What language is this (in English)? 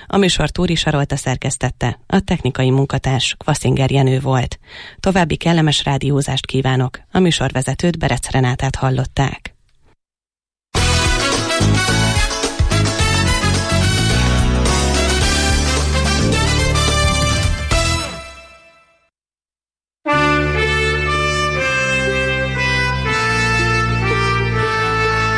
Hungarian